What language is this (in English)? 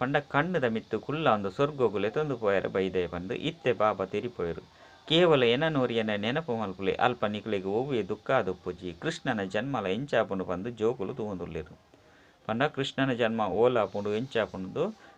Tulu